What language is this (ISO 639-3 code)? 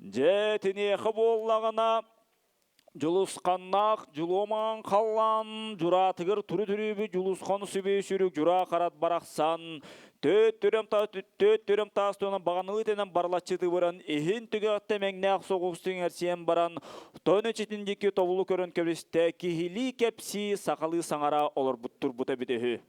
sah